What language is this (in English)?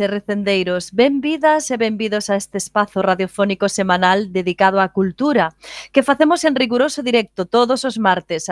Galician